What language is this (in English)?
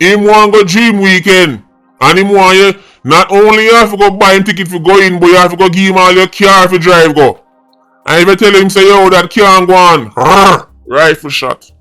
Jamaican Creole English